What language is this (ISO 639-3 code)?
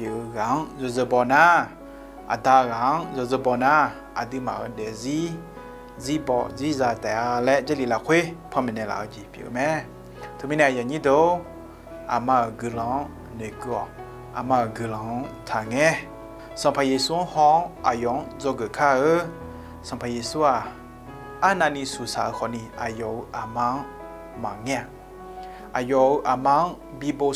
ahk